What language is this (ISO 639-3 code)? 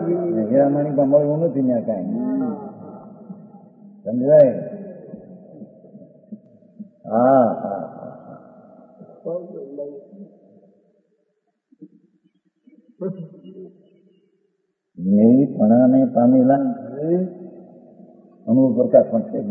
guj